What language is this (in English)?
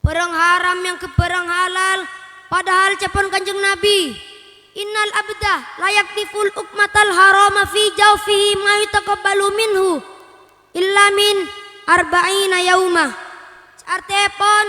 Madurese